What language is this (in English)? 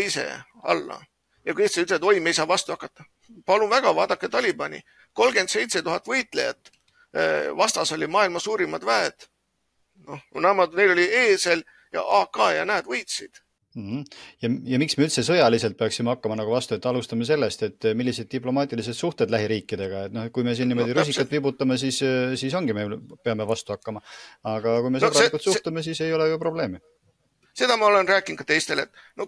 Estonian